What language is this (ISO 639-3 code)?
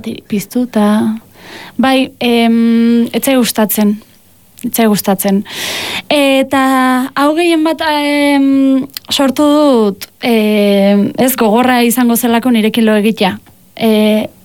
eus